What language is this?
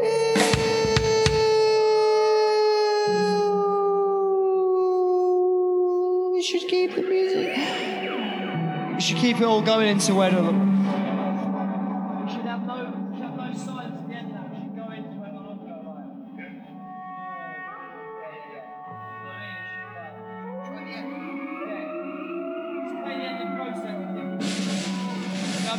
English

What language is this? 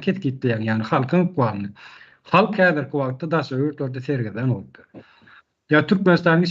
Turkmen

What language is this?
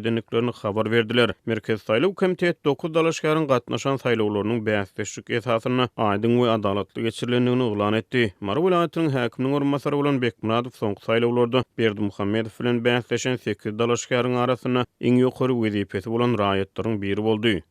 Turkmen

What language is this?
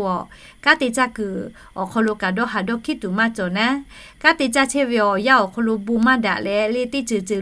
Lahu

